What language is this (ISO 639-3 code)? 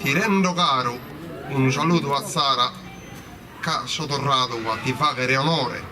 srd